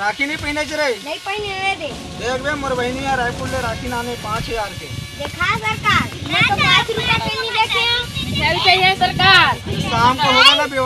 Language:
Chhattisgarhi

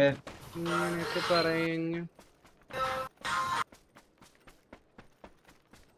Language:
Malayalam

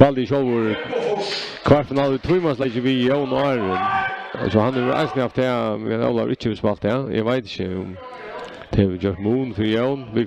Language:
Faroese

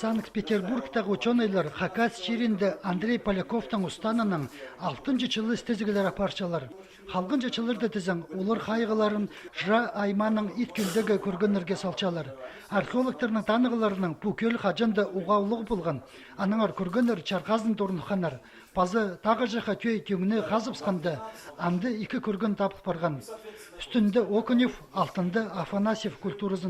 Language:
Khakas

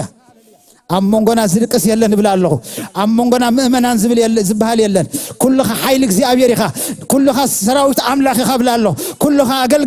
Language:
Tigrinya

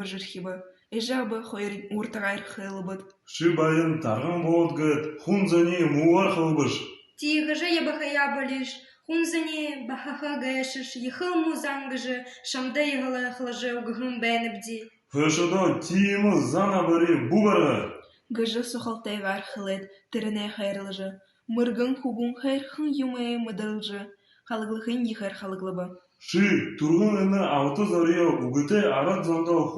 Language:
Buriat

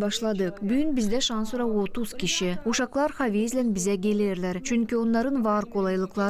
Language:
Gagauz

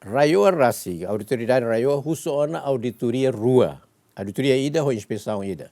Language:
Tetum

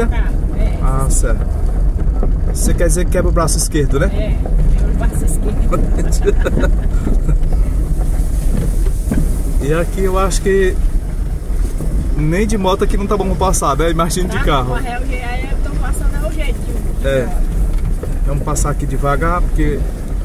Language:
Portuguese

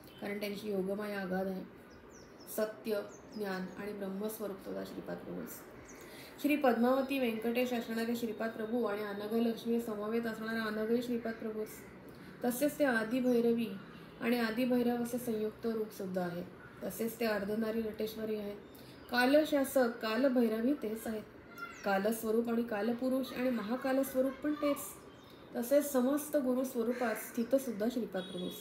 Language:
Marathi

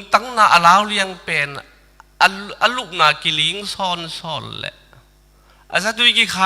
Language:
Tedim Chin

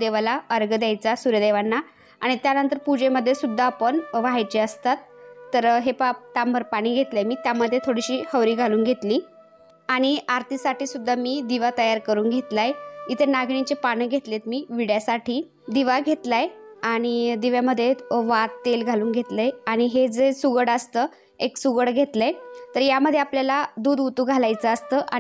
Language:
Marathi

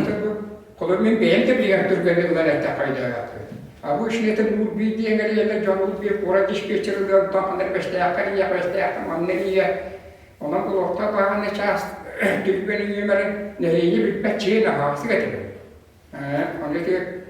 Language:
Yakut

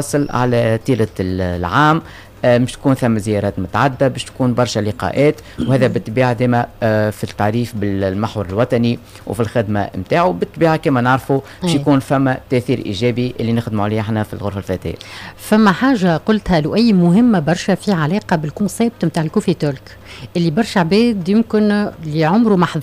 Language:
Tunisian Arabic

